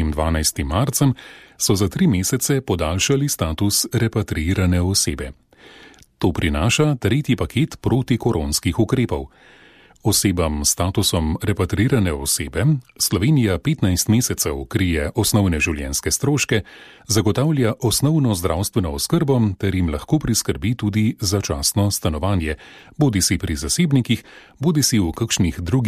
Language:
Slovenian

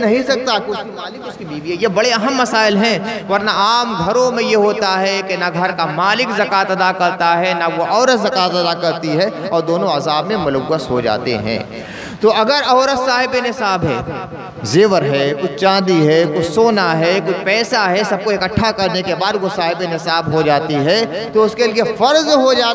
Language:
Urdu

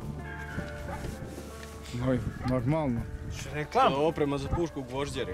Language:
Serbian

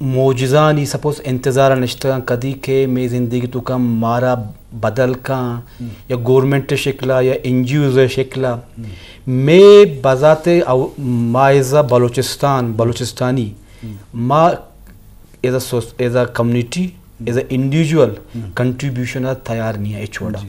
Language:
Eastern Balochi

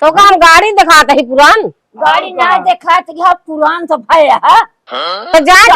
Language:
Awadhi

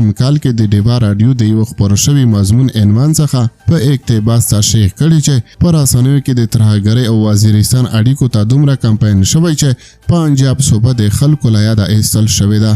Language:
Pashto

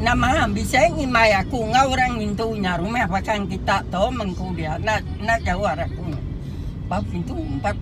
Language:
Iban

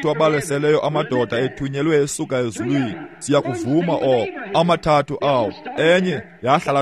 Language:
Xhosa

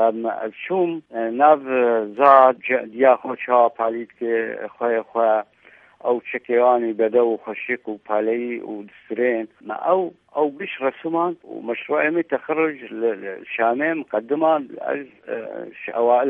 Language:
Kurdish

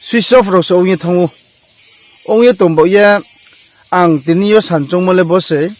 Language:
Riang (India)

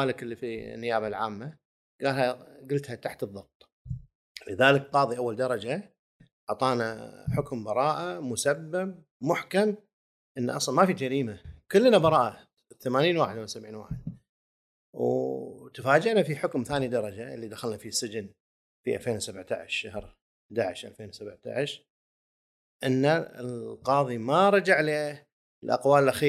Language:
Gulf Arabic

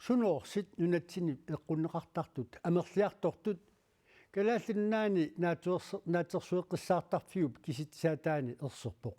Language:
Kalaallisut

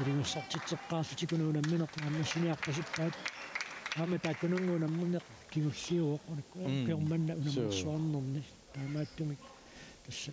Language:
Kalaallisut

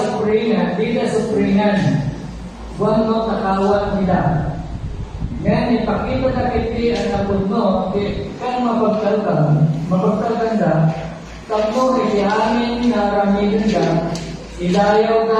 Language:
Iloko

